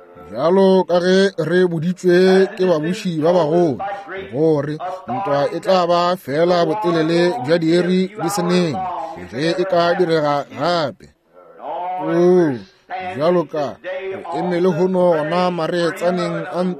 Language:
Northern Sotho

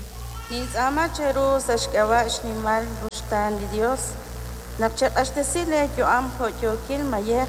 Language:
Kekchí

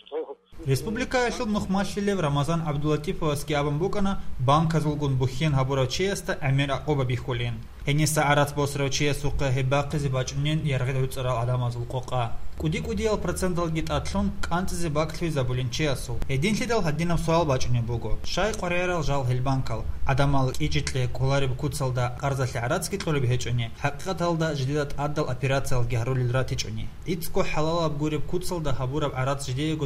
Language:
Avaric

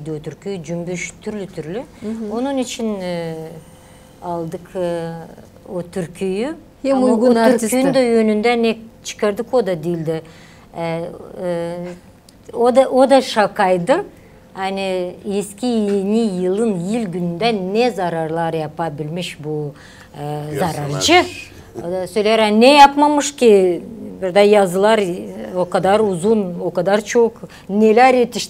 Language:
Gagauz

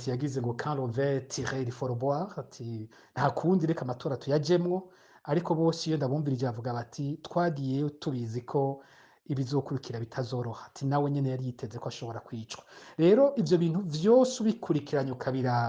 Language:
Rundi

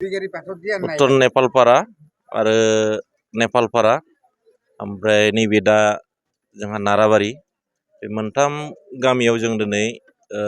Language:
Bodo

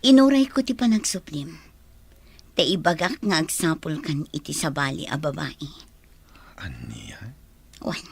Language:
Iloko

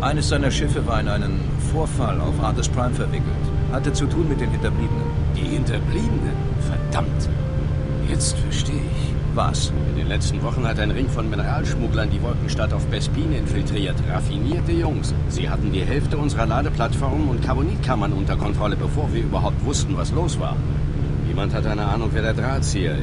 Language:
Bavarian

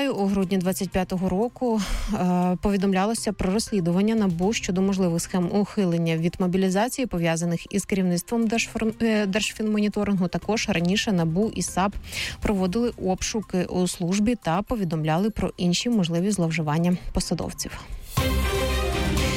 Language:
Ukrainian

